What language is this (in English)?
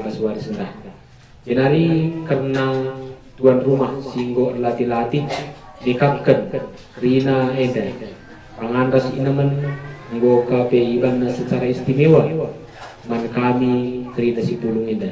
Batak Karo